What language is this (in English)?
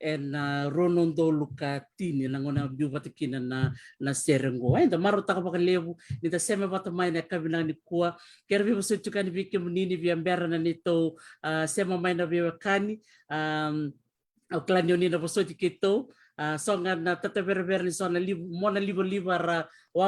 Fijian